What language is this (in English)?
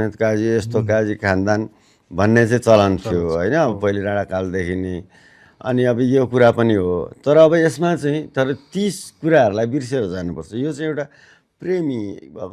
Nepali